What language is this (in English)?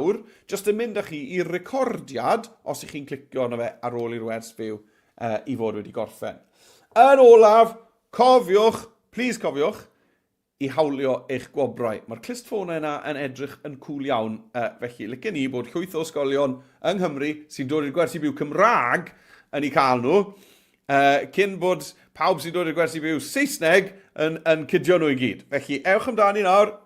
Welsh